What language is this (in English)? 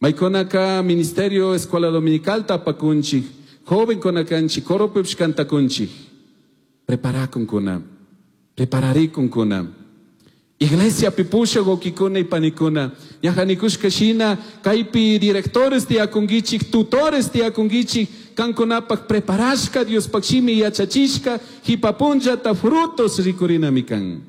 Chimborazo Highland Quichua